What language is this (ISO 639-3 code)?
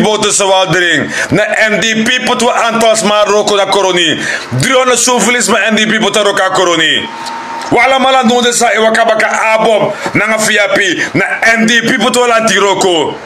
srn